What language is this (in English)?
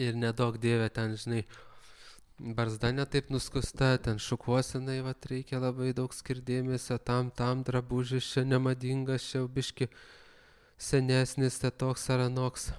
Lithuanian